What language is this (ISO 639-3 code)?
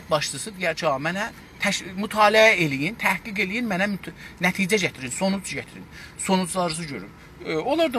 azb